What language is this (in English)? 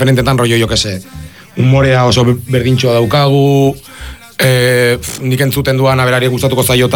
Basque